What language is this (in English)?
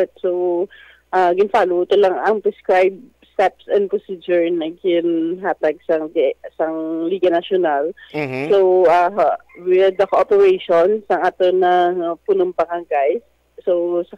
Hiligaynon